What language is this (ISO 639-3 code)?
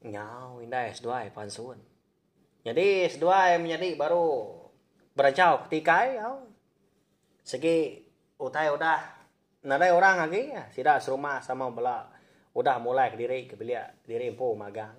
iba